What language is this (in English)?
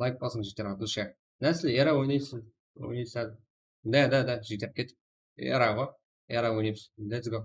Kara-Kalpak